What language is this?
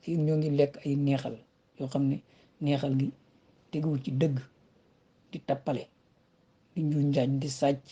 Wolof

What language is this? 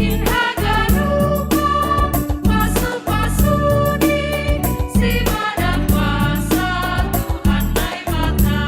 Batak Simalungun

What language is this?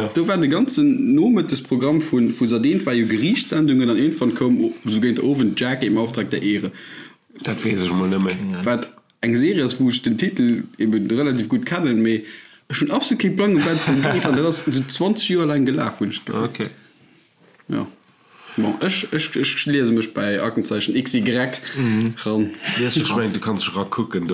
Luxembourgish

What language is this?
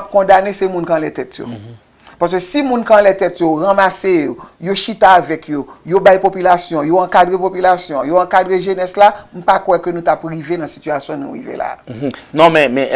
Haitian Creole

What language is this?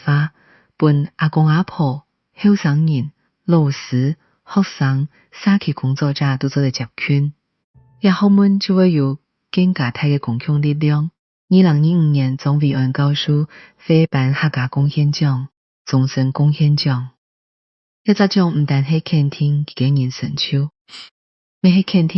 Hakka Chinese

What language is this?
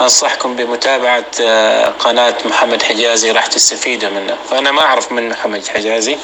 North Levantine Arabic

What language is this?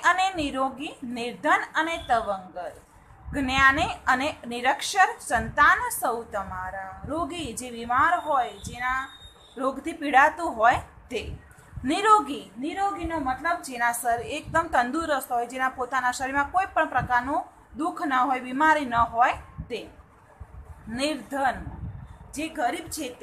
Gujarati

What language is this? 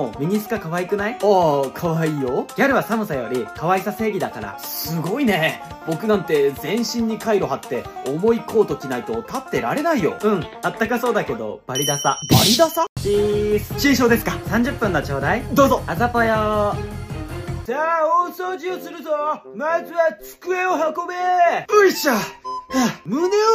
Japanese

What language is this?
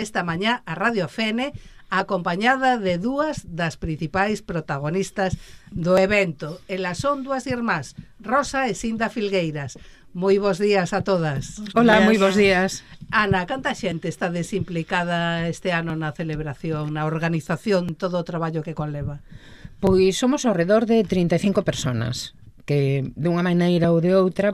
Galician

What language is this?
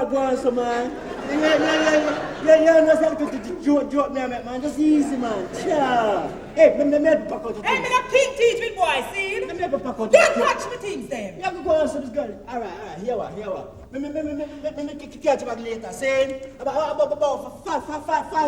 Jamaican Creole English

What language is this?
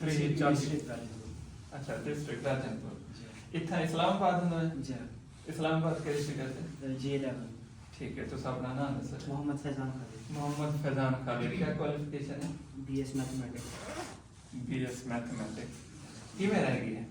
Saraiki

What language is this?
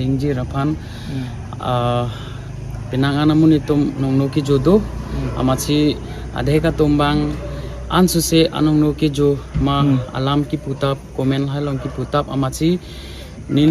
Karbi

